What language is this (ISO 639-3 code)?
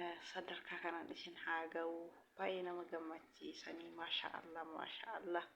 orm